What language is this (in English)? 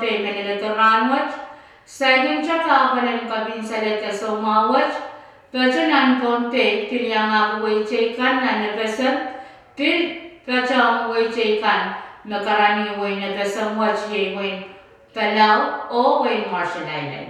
Pohnpeian